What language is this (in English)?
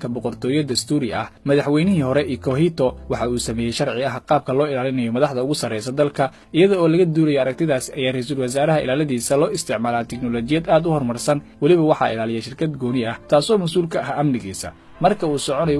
Somali